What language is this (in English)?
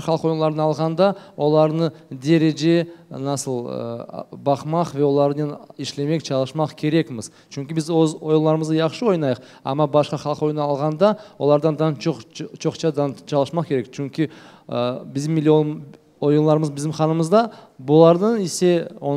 Crimean Tatar